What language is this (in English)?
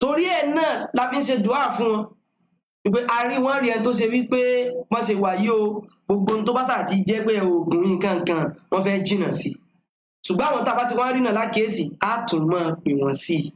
Yoruba